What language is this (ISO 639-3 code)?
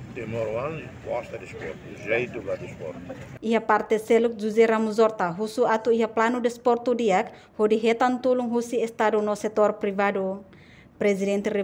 tet